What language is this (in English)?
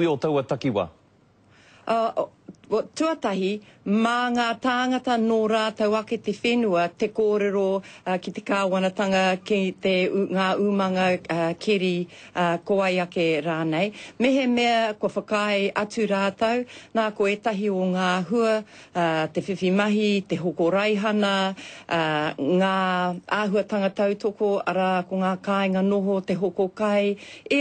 Māori